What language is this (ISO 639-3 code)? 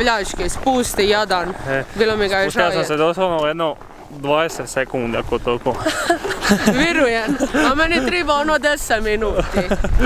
hrv